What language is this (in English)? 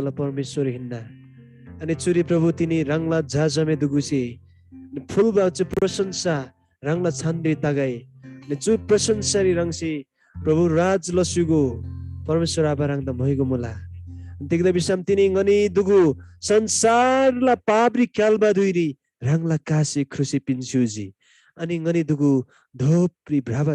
Eastern Tamang